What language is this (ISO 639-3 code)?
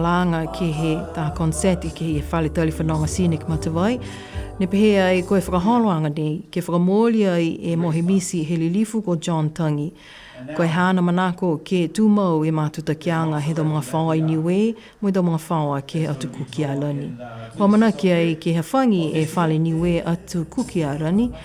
niu